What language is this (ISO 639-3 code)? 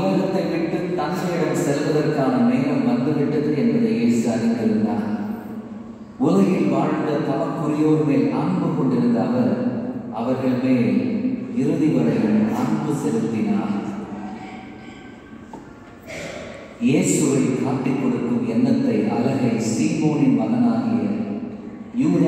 tam